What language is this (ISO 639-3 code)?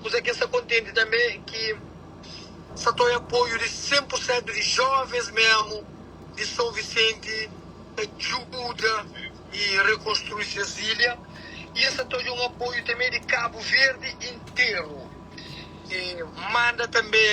kea